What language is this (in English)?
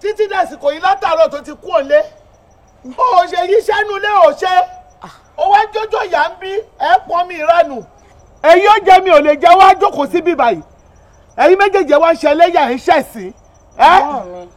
Yoruba